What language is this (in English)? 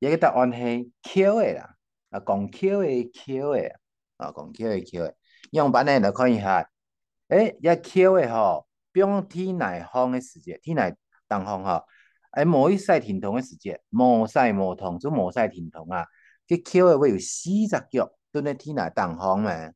Hakka Chinese